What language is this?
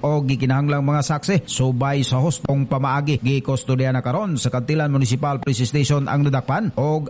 Cebuano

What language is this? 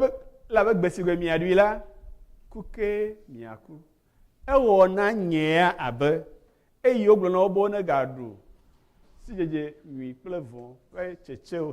Ewe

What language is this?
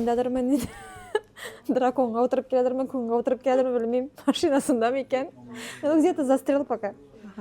Tatar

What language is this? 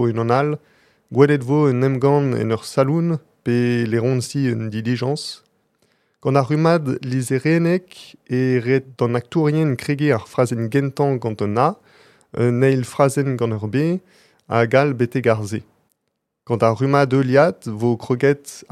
Breton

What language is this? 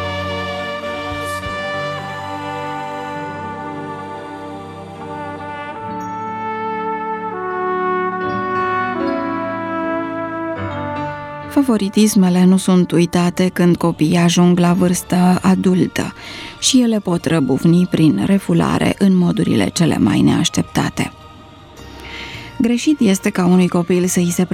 Romanian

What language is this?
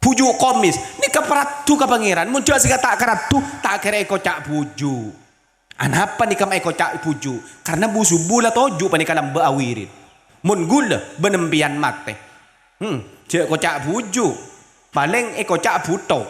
Madurese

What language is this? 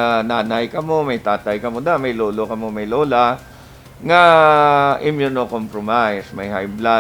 Hiligaynon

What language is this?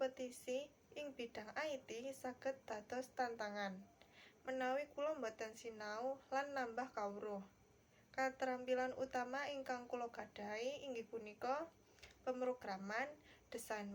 Javanese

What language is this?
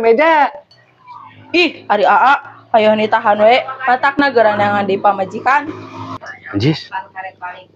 Sundanese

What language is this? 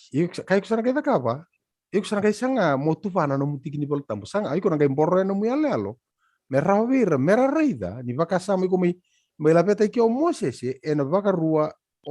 Fijian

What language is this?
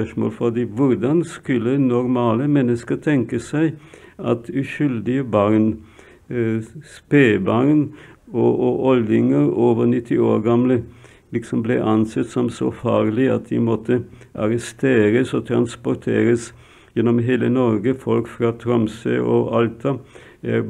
Norwegian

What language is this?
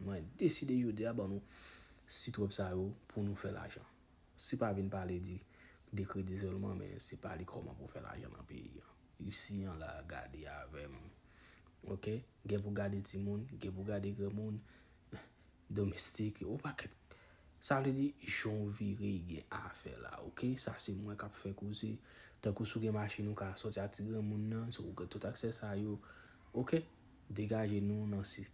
Haitian Creole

